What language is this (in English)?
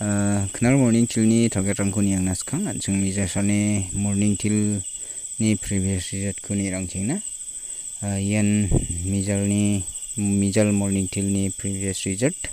Garo